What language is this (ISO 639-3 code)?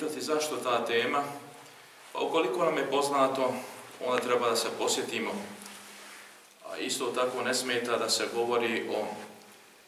bos